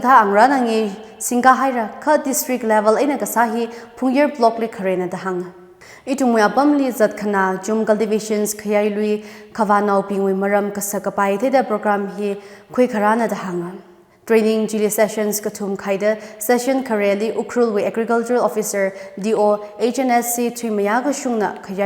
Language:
Tangkhul Naga (India)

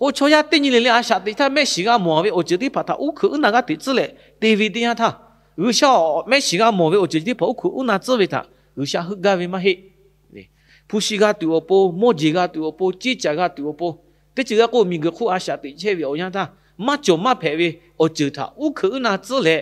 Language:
Lahu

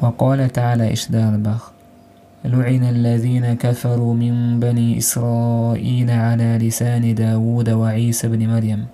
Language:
Chechen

